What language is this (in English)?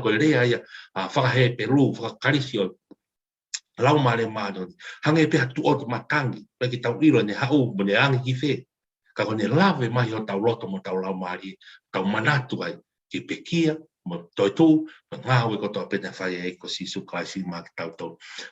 Tongan